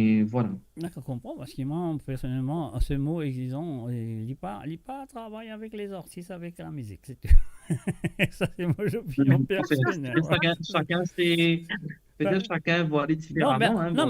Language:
Morisyen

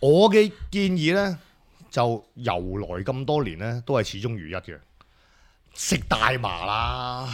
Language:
Cantonese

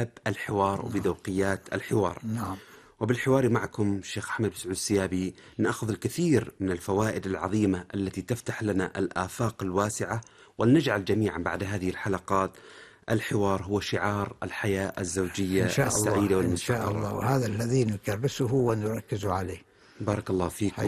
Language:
Arabic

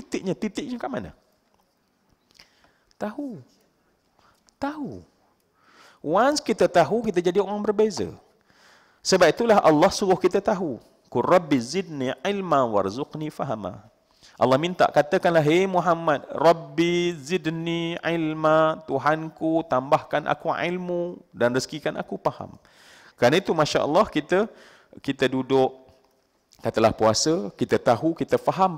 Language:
Malay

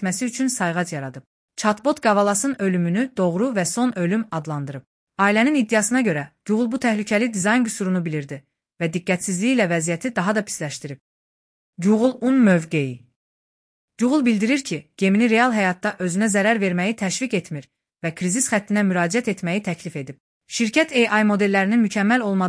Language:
Azerbaijani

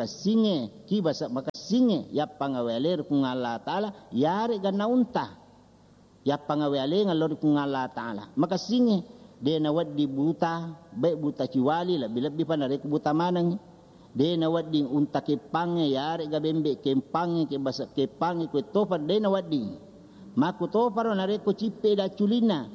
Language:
Buginese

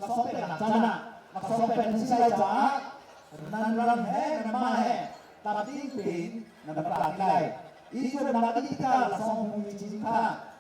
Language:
Hakha Chin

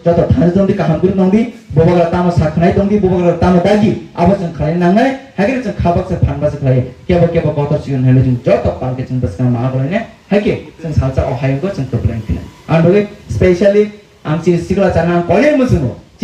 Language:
Kok Borok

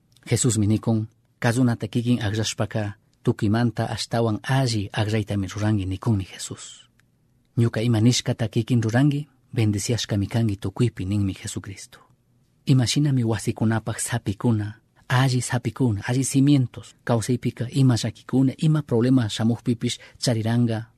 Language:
Chimborazo Highland Quichua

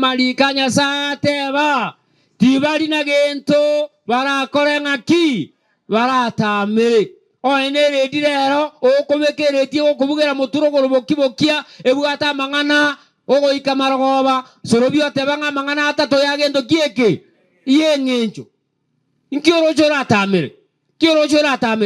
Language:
Gusii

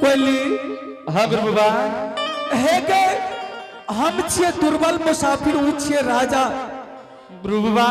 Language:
Angika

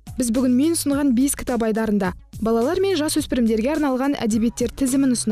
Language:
Kazakh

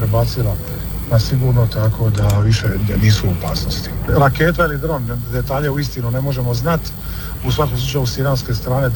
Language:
Croatian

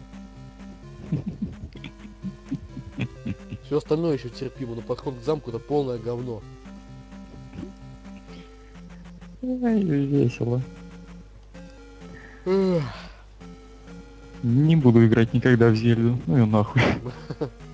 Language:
Russian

